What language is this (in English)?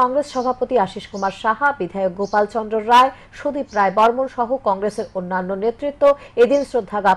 Bangla